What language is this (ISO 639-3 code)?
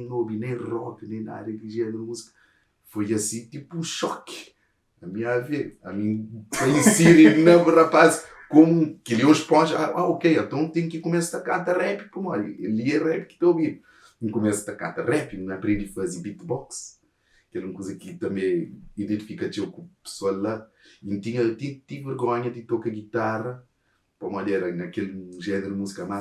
kea